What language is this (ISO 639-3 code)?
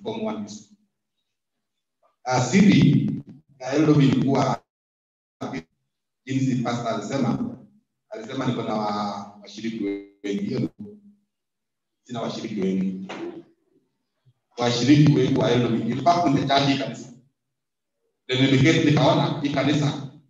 swa